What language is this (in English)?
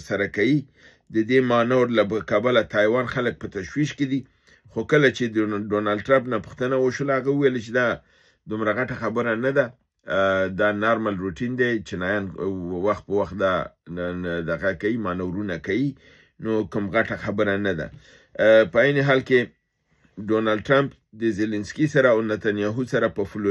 Pashto